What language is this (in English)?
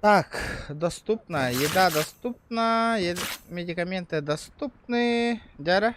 Yakut